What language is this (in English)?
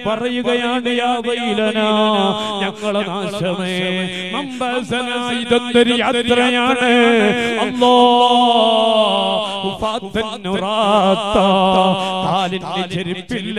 Malayalam